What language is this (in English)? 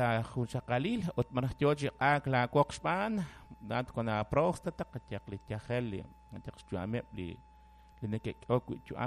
Kekchí